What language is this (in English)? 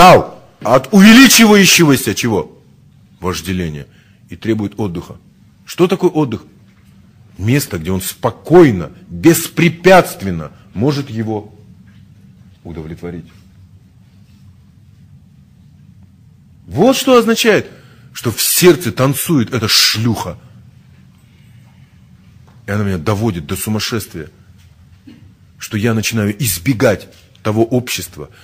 Russian